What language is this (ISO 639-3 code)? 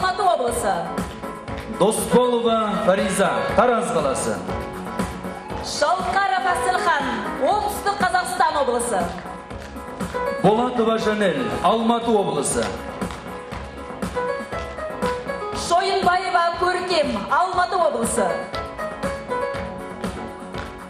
kaz